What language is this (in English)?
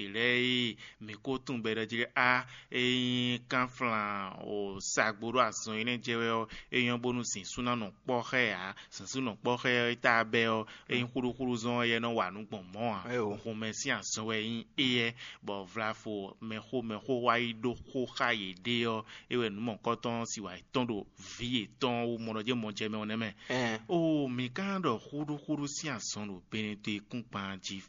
Fon